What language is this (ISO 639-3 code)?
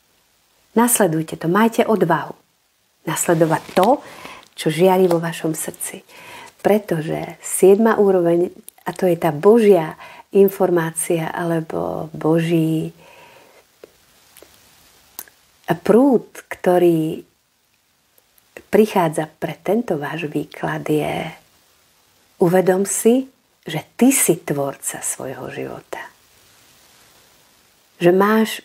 slk